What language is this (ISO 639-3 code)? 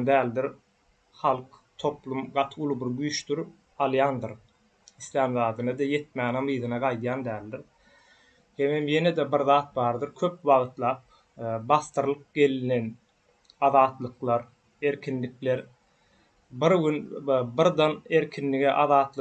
tuk